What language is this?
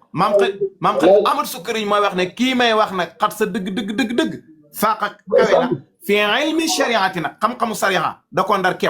Wolof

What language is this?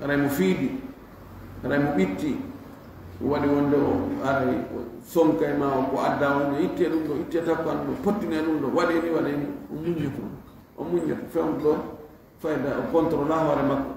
Fula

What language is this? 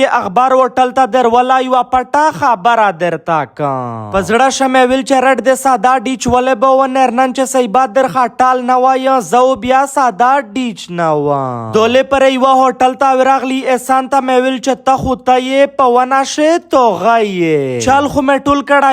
Pashto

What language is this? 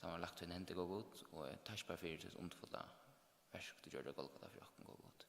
Faroese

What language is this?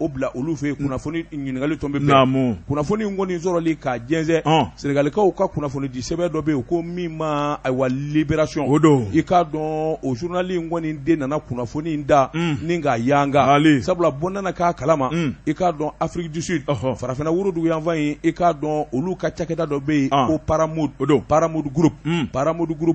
Bambara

